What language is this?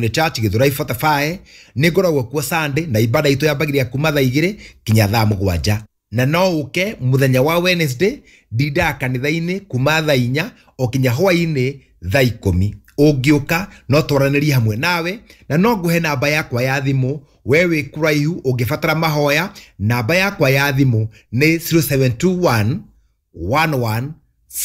Kikuyu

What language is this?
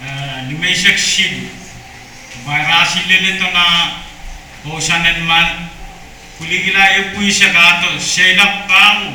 Pohnpeian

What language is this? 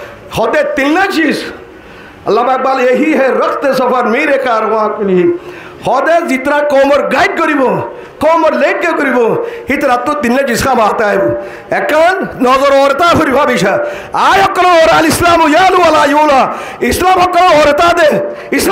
Rohingya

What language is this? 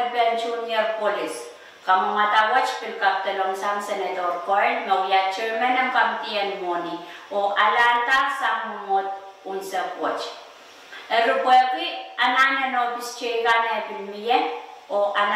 Pohnpeian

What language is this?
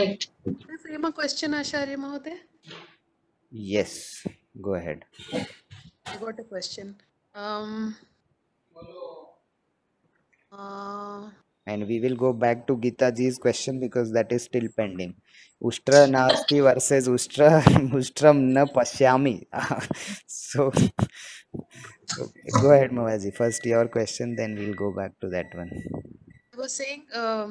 English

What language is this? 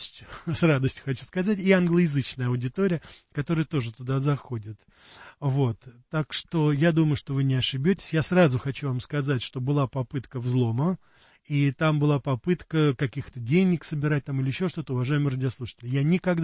Russian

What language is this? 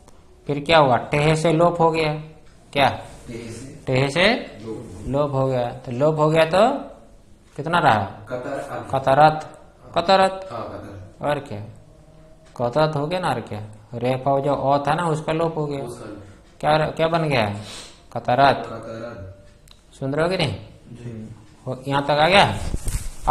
Hindi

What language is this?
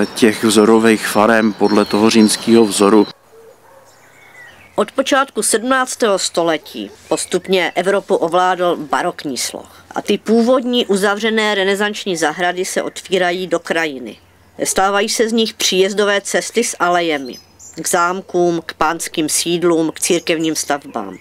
Czech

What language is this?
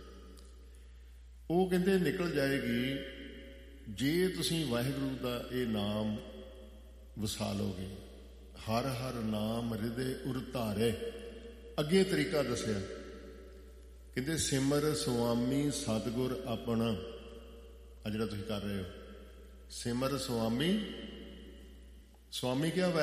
Punjabi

